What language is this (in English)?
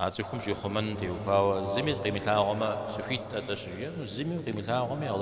Kabardian